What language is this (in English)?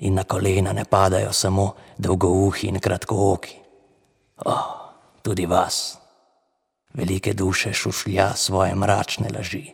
Slovenian